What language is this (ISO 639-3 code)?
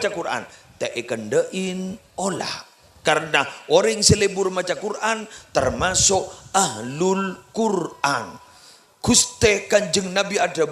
mad